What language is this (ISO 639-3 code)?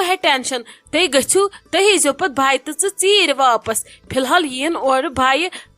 kas